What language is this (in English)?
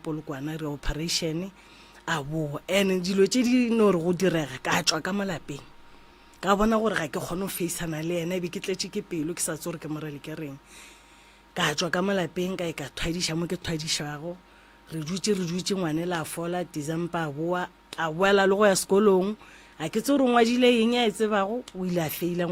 Northern Sotho